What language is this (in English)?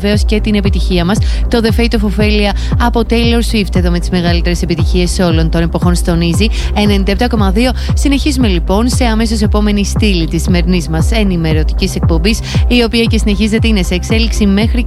Greek